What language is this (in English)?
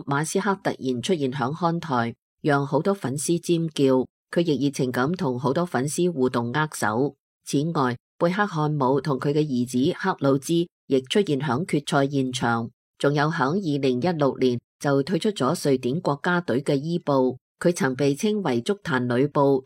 Cantonese